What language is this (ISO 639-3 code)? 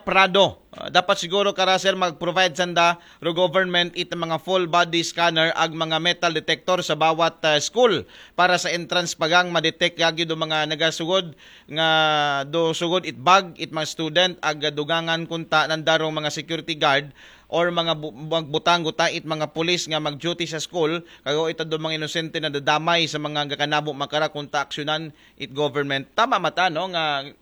akl